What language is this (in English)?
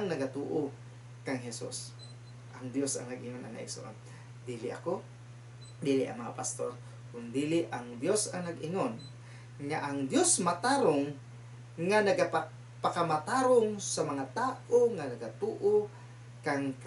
Cebuano